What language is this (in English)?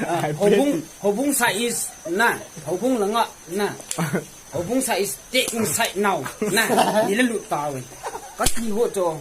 Thado Chin